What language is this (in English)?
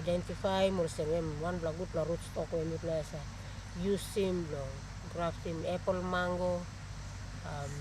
Tok Pisin